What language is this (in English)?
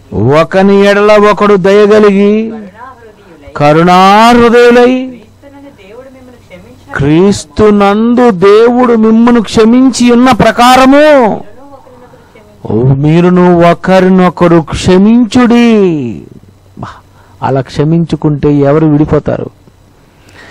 Telugu